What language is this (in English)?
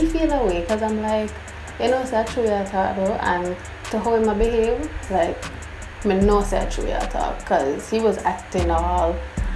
Jamaican Creole English